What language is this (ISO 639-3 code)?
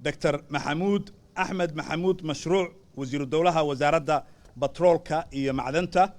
som